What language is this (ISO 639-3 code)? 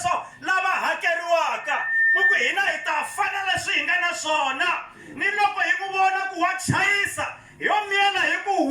tso